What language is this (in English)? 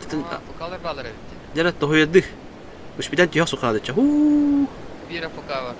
Yakut